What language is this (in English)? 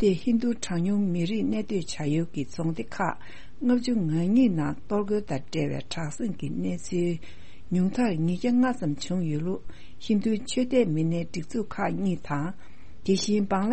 Tibetan